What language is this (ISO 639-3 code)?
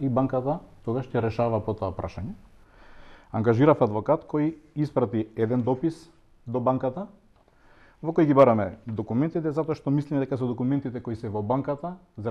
mkd